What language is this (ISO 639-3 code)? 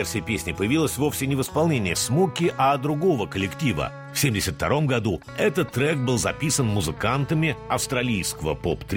rus